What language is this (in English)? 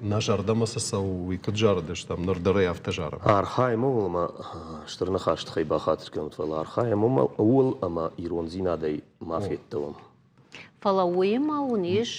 Ossetic